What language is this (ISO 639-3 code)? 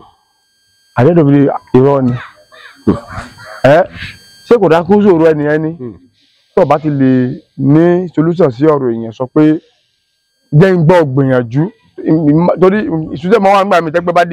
yor